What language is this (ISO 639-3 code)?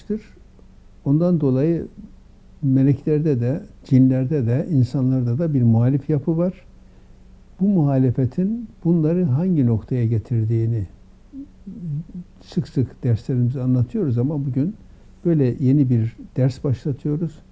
tur